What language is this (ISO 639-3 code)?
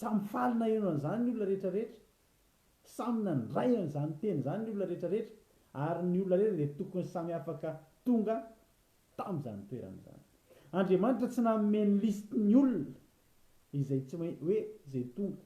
mlg